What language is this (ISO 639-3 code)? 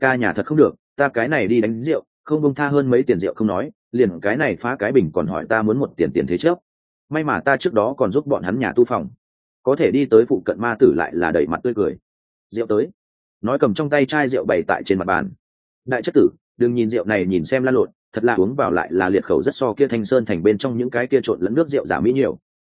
vie